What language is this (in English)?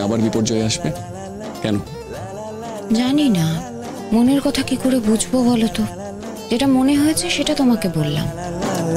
Bangla